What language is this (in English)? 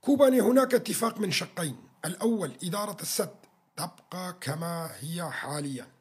North Levantine Arabic